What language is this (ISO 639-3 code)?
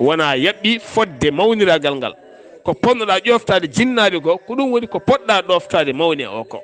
ful